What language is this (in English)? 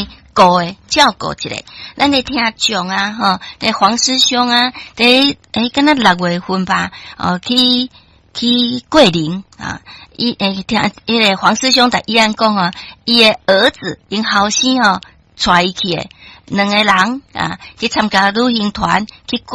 Min Nan Chinese